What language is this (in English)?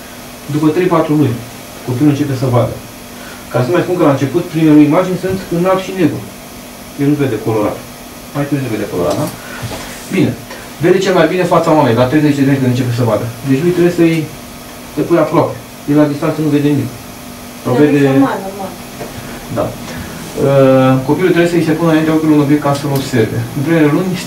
Romanian